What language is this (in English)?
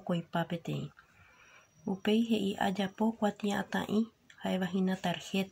Guarani